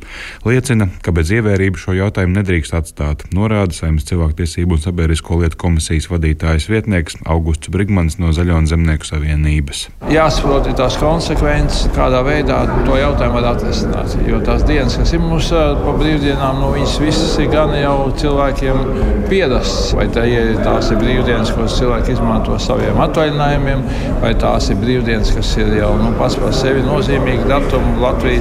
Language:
Latvian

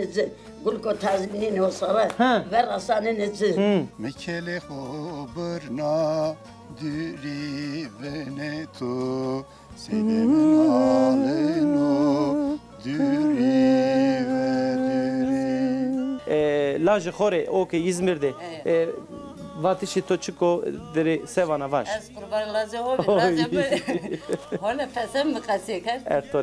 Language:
Zaza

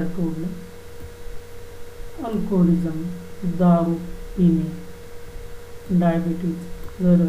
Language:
Marathi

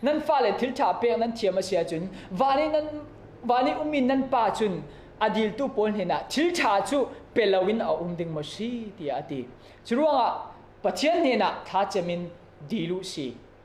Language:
Falam Chin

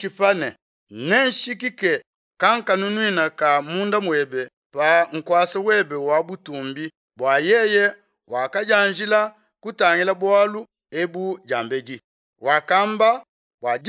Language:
Luba-Lulua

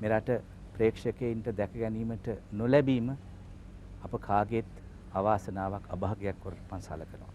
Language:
Sinhala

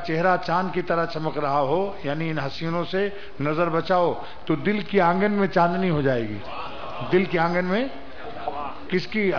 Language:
Urdu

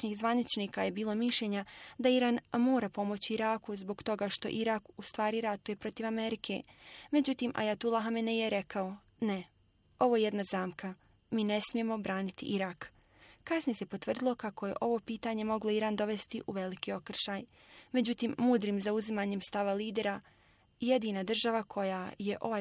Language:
Bosnian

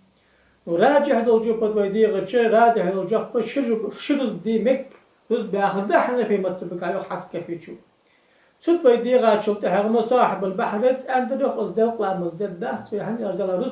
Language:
Ingush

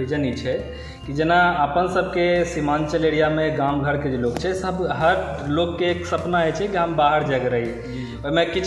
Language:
Maithili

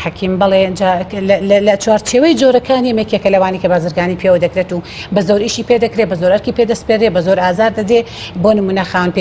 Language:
Central Kurdish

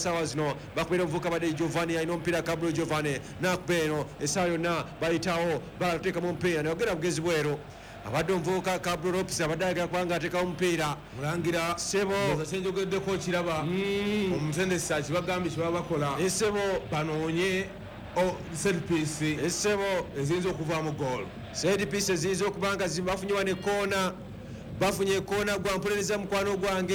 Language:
Ganda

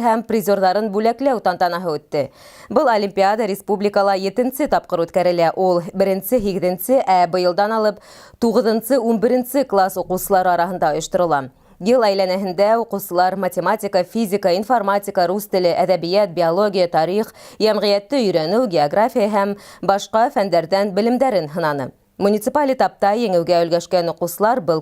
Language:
Bashkir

